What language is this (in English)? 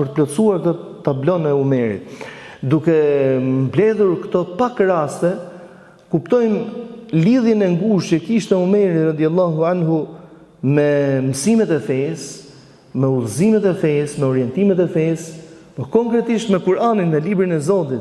Albanian